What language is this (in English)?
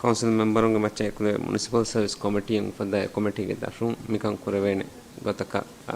Divehi